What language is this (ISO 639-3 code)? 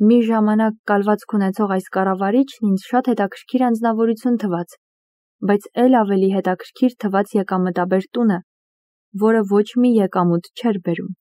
hye